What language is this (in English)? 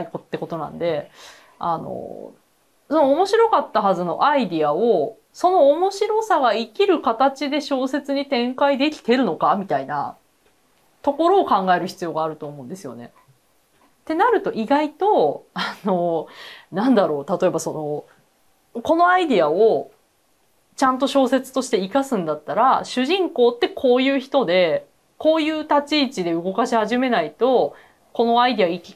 Japanese